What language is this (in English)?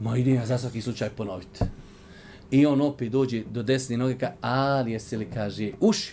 Bosnian